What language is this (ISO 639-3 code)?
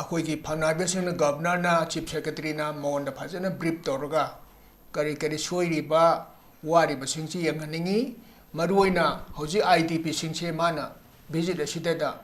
mni